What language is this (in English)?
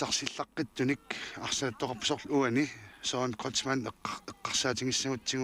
Kalaallisut